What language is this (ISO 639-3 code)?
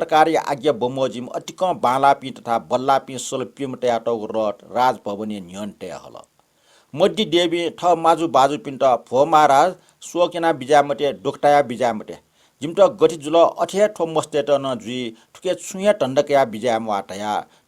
new